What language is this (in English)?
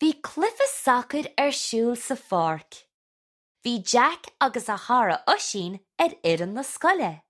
Irish